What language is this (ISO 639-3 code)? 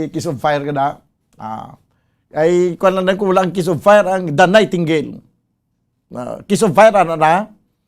hil